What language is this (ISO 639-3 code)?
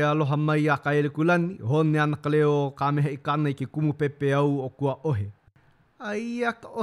haw